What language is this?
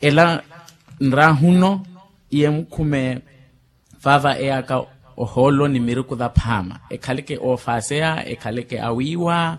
Makhuwa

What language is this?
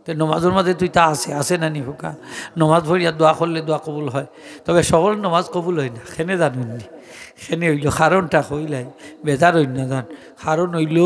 Sylheti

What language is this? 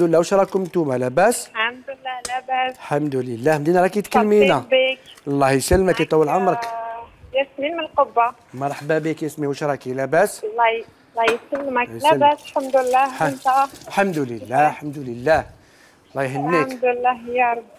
Algerian Arabic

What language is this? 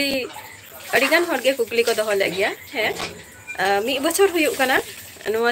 Santali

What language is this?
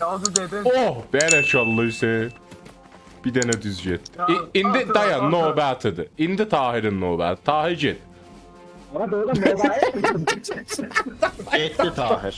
South Azerbaijani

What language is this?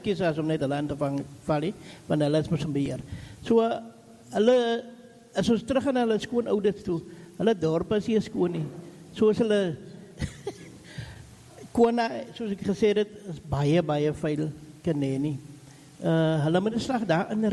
Afrikaans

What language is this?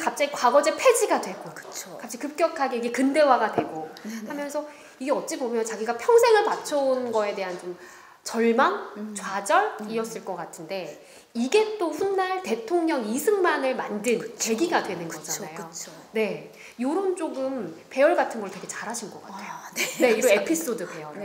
Korean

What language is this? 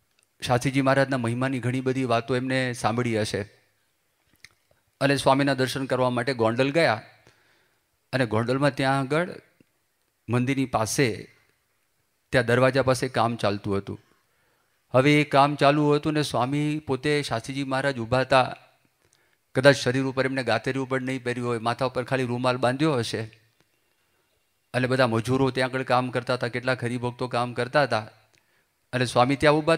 Gujarati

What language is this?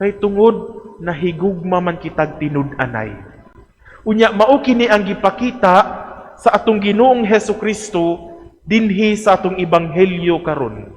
Cebuano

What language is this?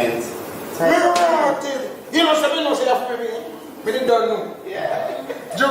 Jamaican Creole English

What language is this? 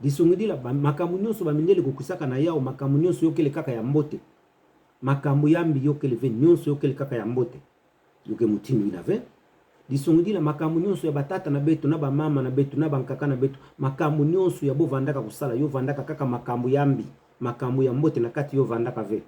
Kituba (Democratic Republic of Congo)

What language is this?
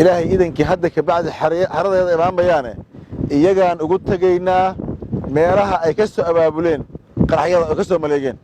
Somali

